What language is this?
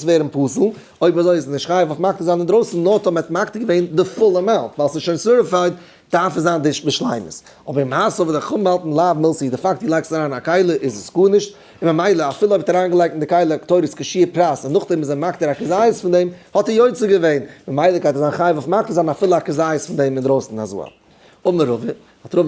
Yiddish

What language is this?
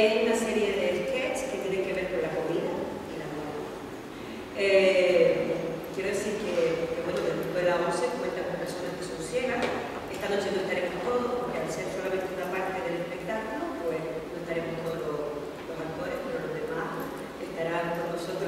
Spanish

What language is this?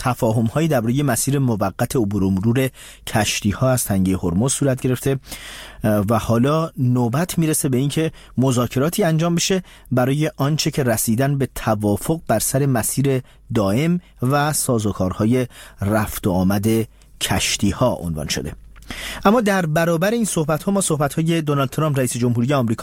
Persian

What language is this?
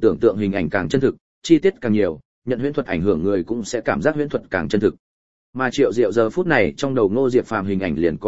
Vietnamese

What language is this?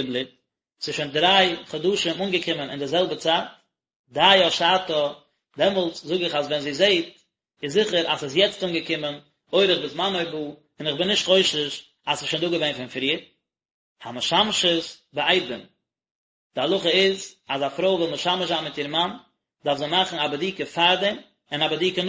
Yiddish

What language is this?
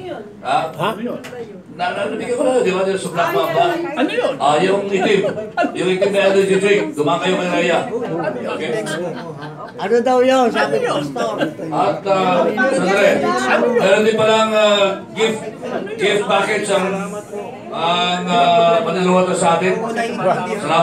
Filipino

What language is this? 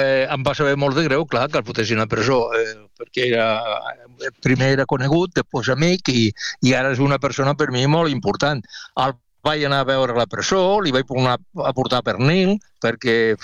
Catalan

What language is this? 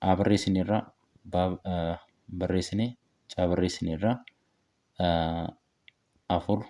Oromo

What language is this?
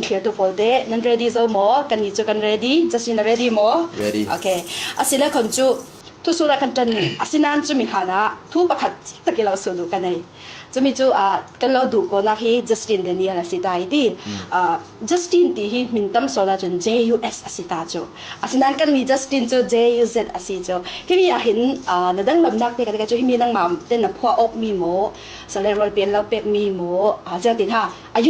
Falam Chin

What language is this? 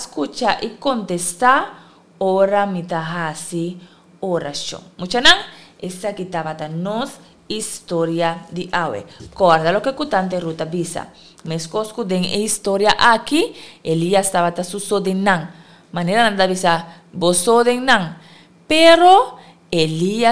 Papiamento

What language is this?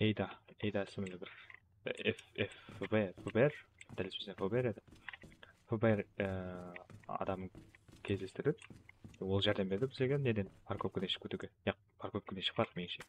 Kara-Kalpak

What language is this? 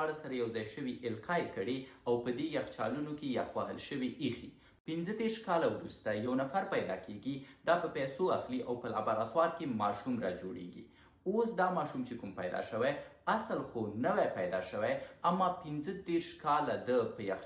Pashto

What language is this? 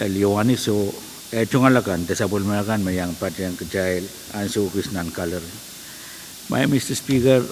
Pohnpeian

